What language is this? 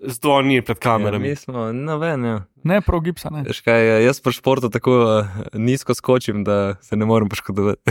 Slovenian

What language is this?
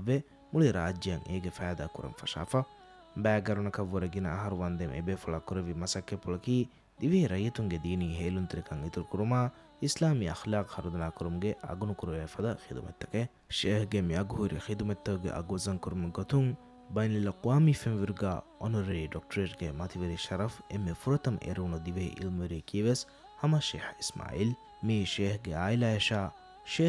Divehi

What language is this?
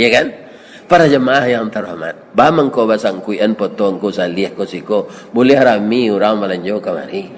Minangkabau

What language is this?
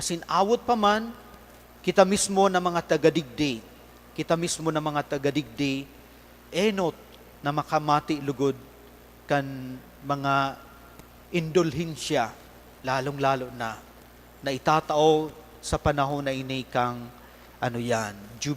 Bikol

